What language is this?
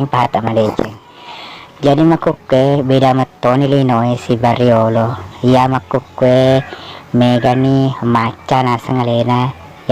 Buginese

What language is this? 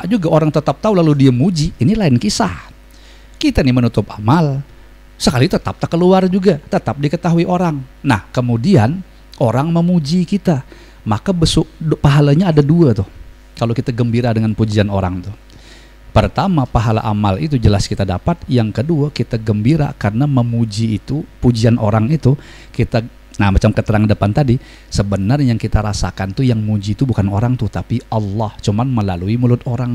Banjar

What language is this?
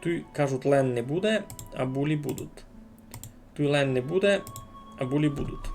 Rusyn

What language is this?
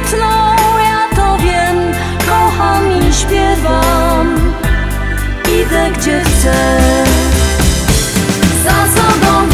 Polish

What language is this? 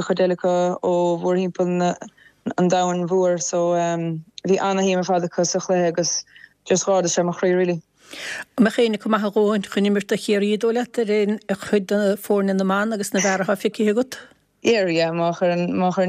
Irish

